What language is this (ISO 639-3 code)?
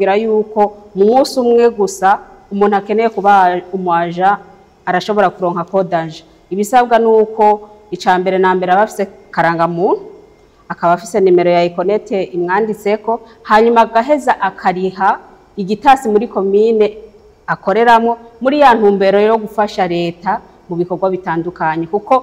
run